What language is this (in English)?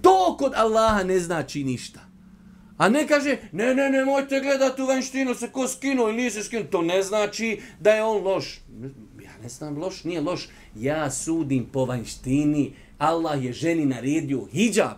Bosnian